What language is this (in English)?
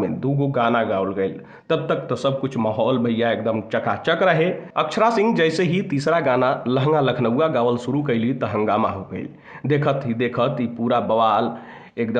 Bhojpuri